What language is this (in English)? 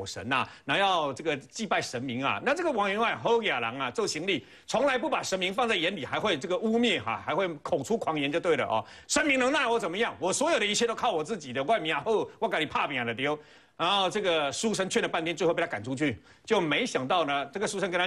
Chinese